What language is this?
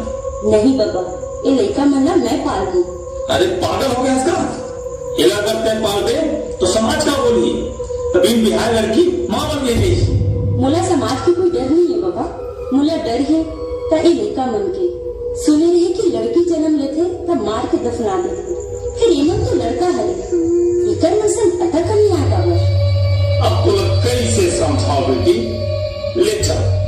Chhattisgarhi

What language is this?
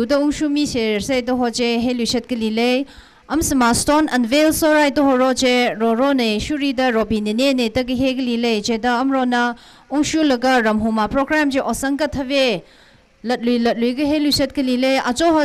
Tangkhul Naga (India)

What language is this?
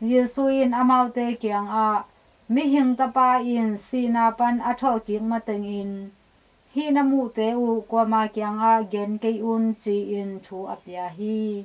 Tedim Chin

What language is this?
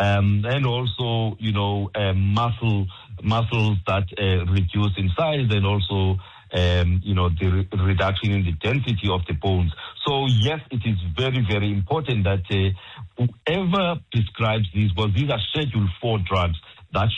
English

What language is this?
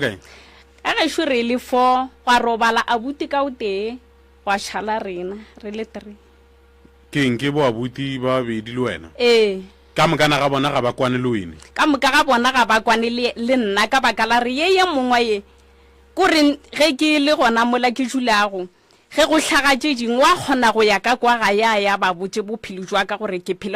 Northern Sotho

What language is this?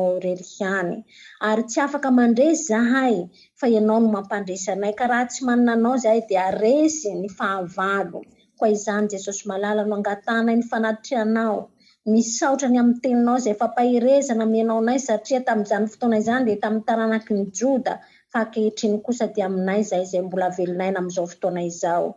Malagasy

